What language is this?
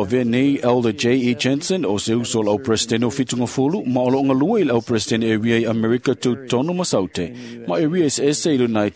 Samoan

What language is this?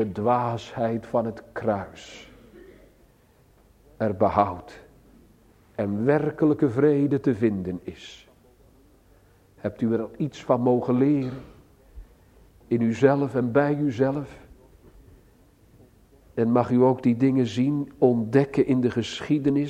Dutch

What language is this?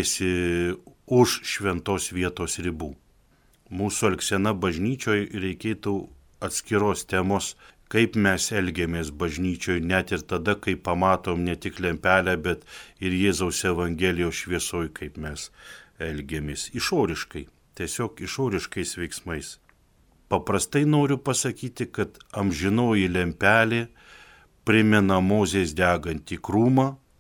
Lithuanian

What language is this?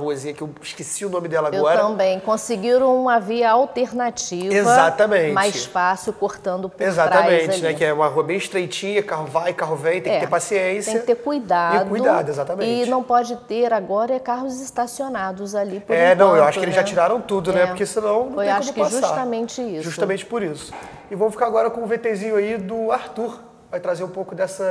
Portuguese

